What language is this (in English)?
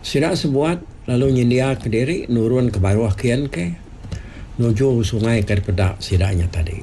Iban